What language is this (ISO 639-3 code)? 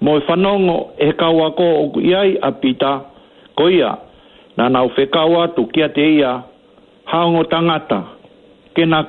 ton